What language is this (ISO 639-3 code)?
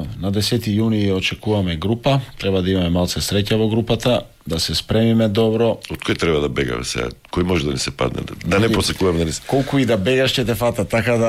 mkd